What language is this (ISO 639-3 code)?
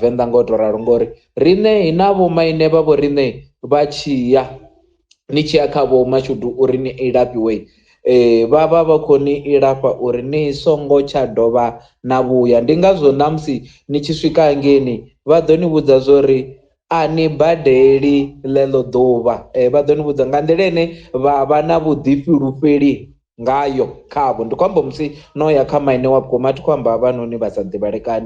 ven